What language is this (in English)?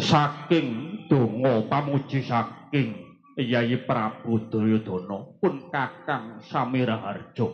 Javanese